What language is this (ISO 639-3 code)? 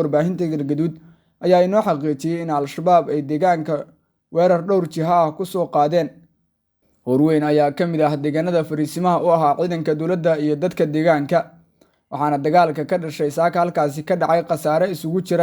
som